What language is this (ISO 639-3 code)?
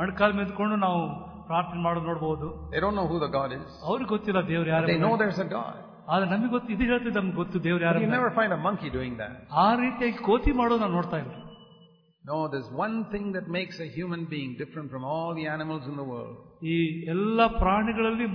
kan